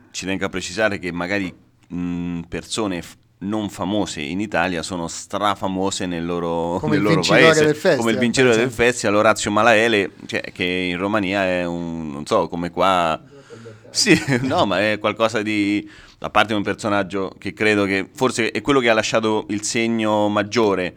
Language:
Italian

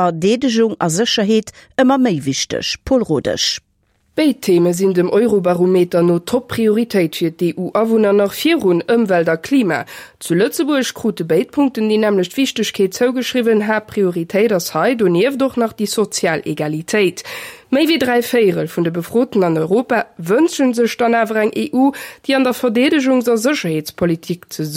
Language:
Luxembourgish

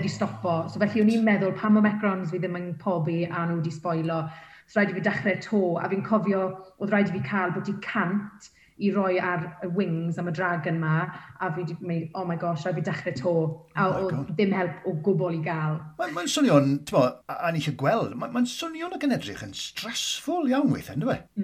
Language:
Welsh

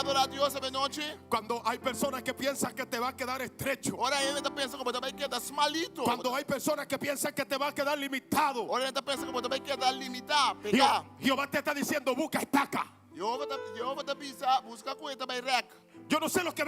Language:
Papiamento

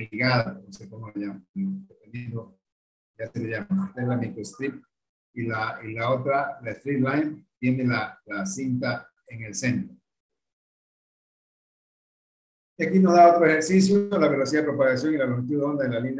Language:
Spanish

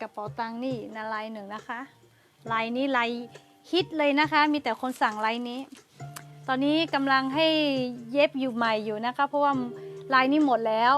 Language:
Lahu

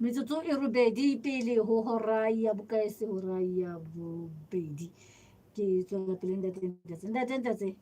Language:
Southern Sotho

